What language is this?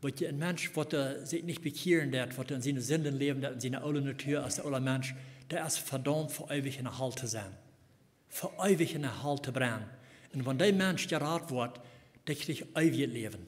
Plautdietsch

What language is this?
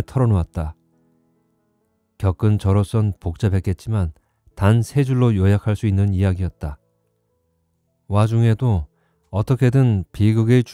Korean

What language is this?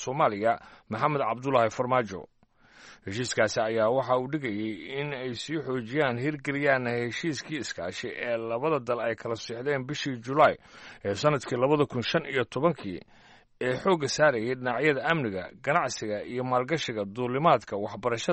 Somali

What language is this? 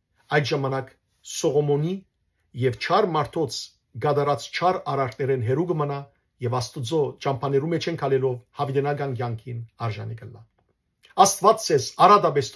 Western Armenian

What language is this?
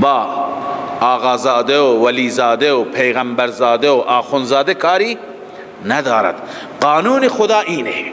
Persian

